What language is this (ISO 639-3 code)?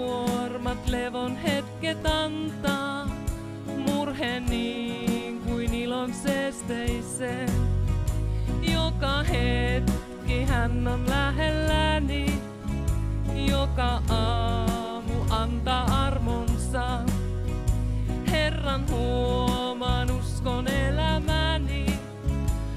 fin